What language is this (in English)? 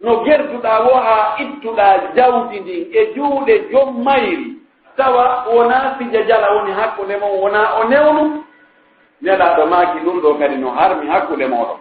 Pular